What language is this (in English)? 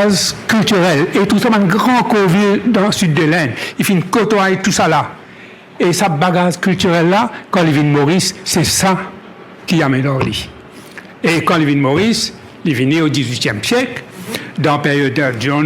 Morisyen